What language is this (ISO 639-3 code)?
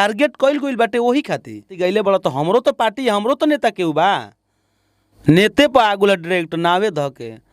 bho